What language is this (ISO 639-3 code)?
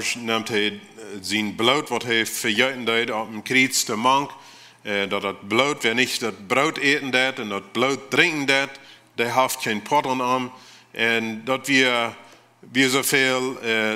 pdt